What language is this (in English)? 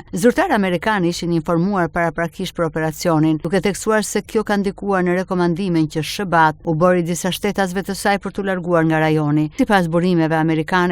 Albanian